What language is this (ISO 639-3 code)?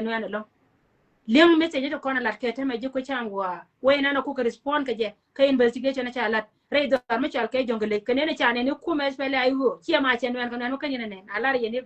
nus